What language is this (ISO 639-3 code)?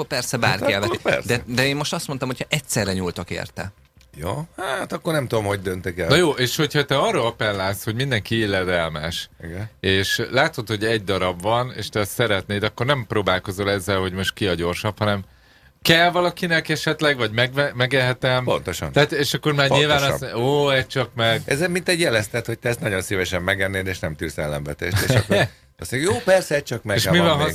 hun